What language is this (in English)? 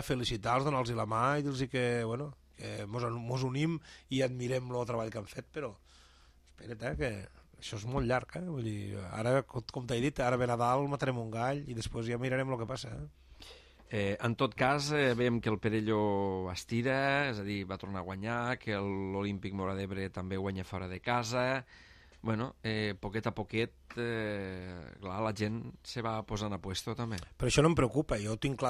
Catalan